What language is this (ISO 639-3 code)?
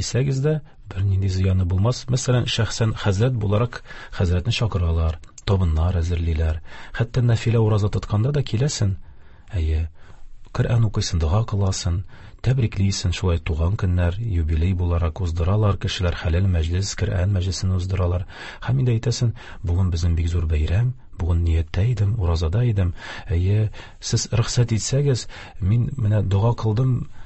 tat